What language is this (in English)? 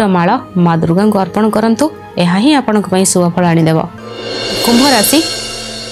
Odia